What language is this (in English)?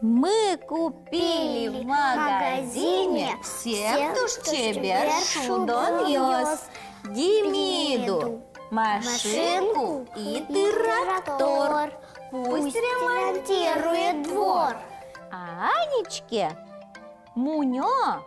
Udmurt